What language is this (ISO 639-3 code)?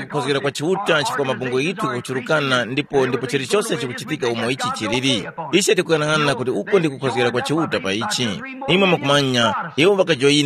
tum